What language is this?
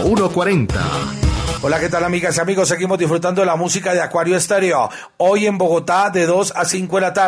Spanish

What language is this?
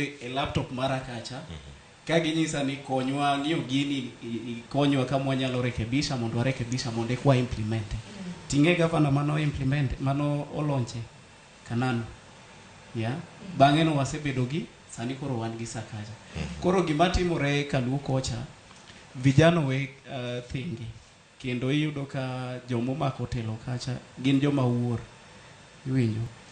Luo (Kenya and Tanzania)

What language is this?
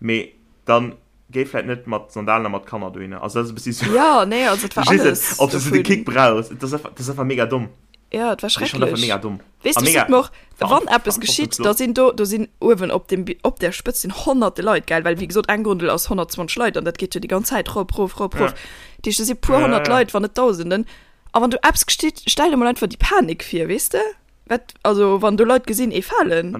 Luxembourgish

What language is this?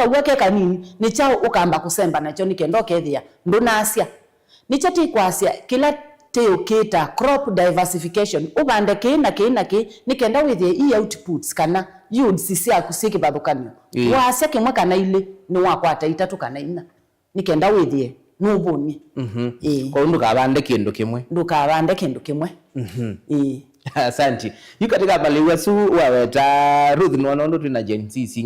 Kamba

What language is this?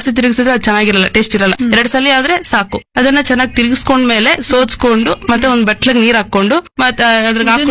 Kannada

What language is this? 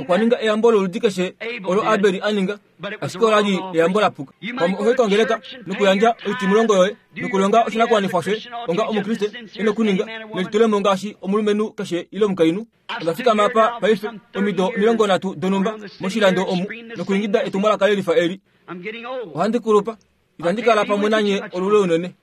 Kuanyama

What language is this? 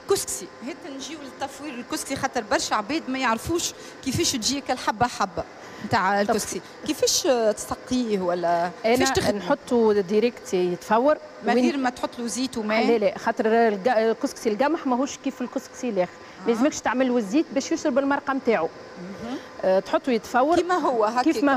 Tunisian Arabic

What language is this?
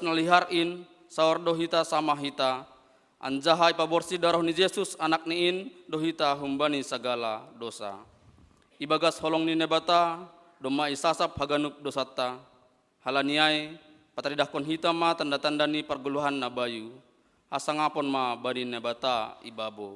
Batak Simalungun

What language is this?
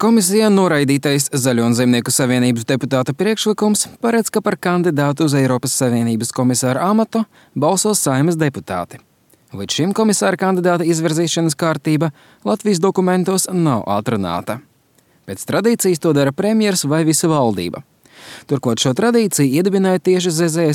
Latvian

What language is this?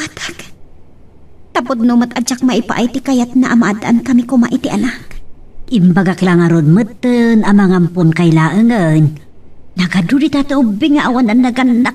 Iloko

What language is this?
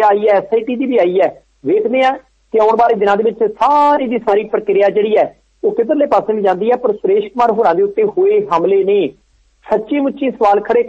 Punjabi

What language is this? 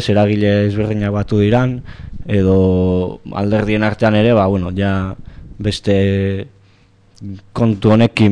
Basque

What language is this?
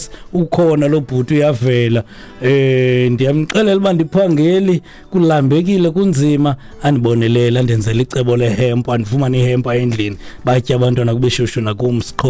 Xhosa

